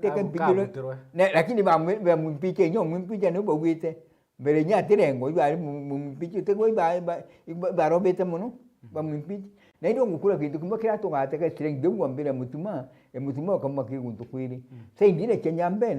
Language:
Meru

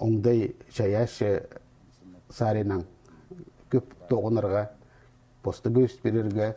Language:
Khakas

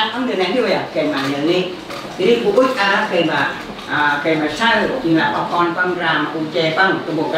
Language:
Central Mnong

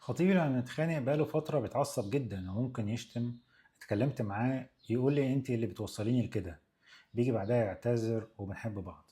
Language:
Egyptian Arabic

